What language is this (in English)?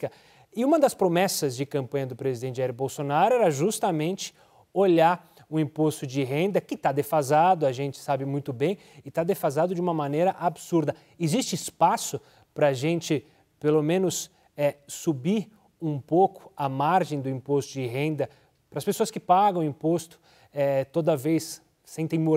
Portuguese